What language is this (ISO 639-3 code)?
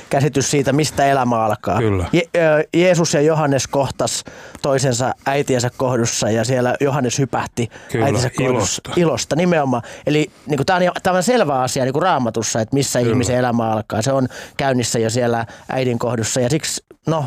fin